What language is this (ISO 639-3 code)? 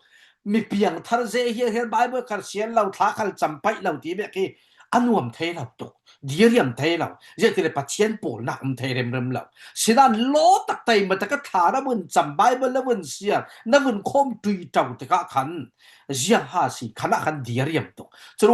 cfm